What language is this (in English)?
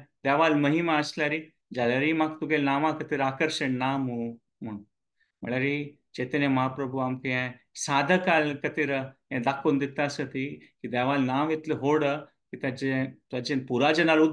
Konkani